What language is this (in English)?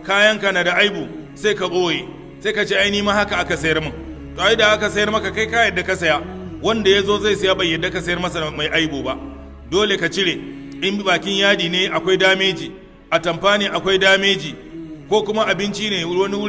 Hausa